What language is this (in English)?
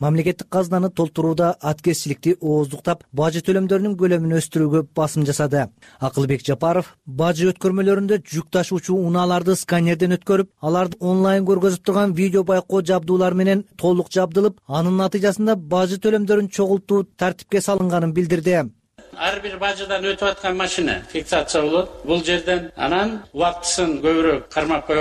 Kyrgyz